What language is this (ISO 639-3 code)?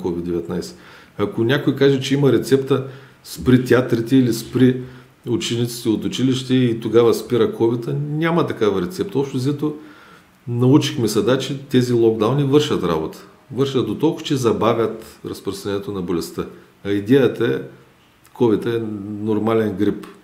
bul